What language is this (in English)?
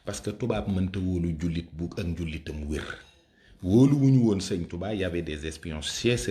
Wolof